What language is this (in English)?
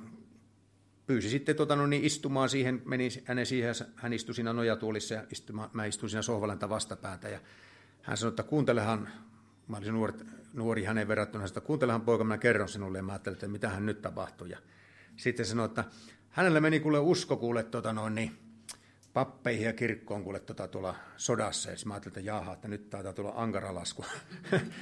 Finnish